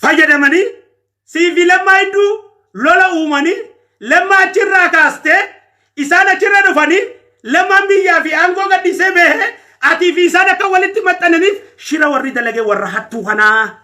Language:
Oromo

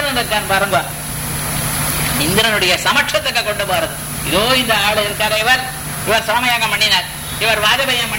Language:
Tamil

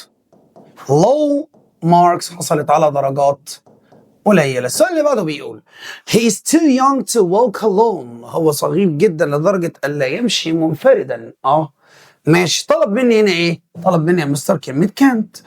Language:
Egyptian Arabic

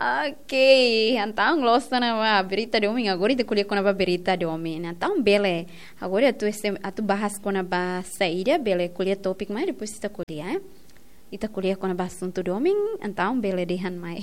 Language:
Tetum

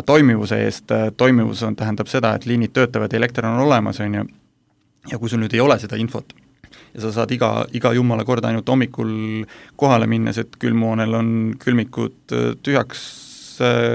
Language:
Estonian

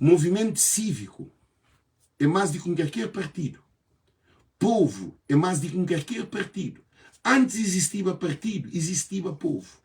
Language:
Kabuverdianu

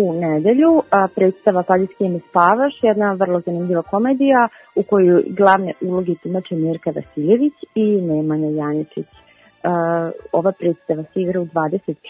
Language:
Serbian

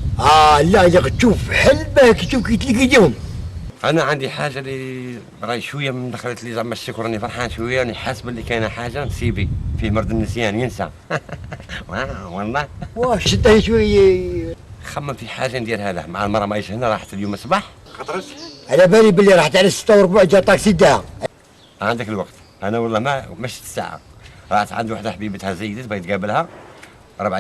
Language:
Algerian Arabic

